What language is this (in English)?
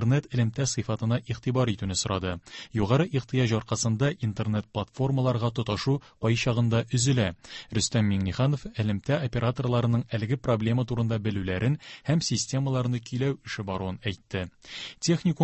Tatar